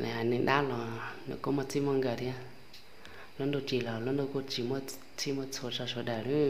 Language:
Hmong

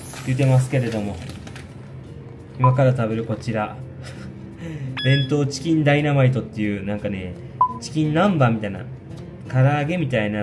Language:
Japanese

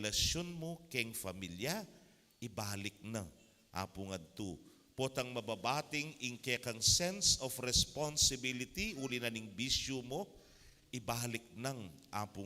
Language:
Pampanga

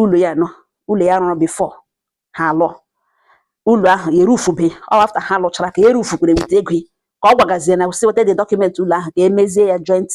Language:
Igbo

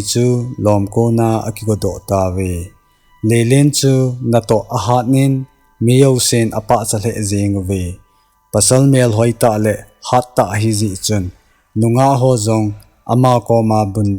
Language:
Thado Chin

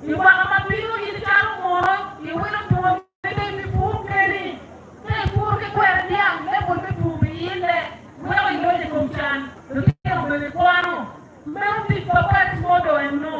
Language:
Acoli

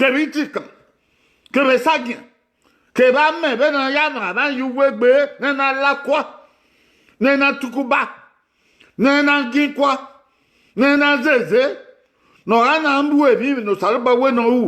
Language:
Bini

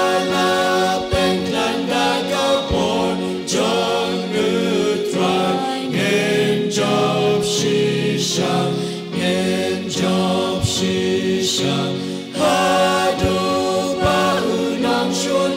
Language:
Khasi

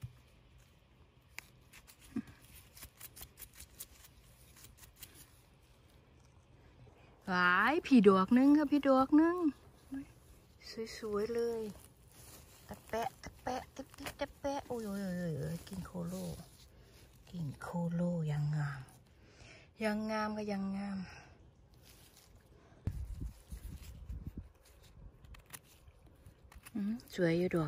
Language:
Thai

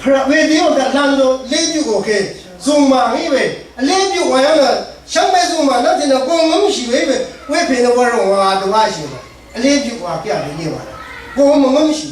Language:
Rawang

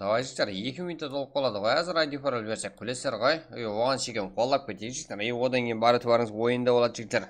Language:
Kara-Kalpak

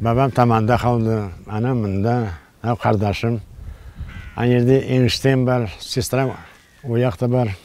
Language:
Crimean Tatar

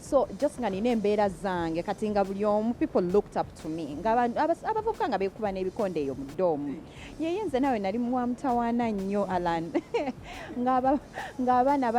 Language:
Ganda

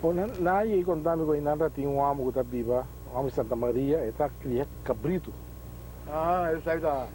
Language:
Papiamento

